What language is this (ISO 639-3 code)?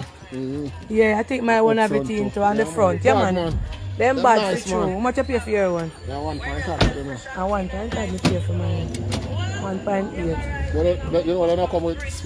jam